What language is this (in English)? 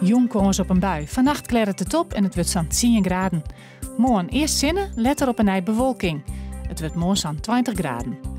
Western Frisian